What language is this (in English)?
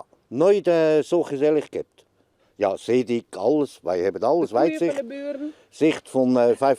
Western Frisian